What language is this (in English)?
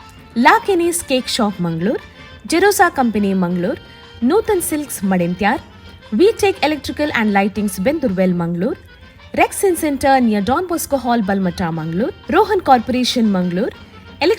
Konkani